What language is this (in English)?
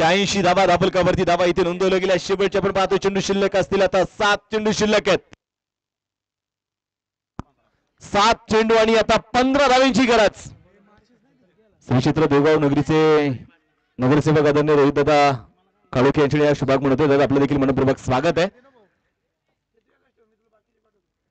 Marathi